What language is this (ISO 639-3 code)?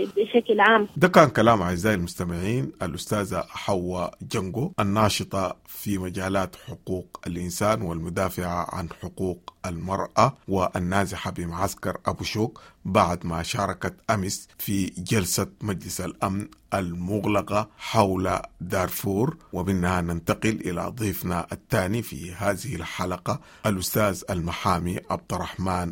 apd